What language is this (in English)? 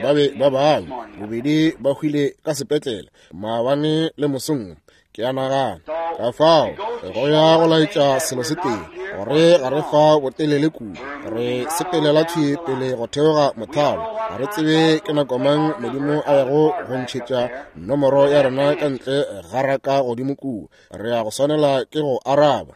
Northern Sotho